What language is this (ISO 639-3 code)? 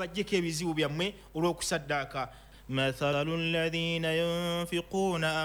lug